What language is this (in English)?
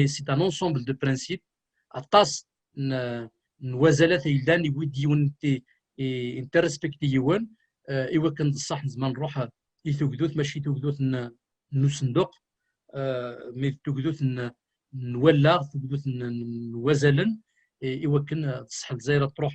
Kabyle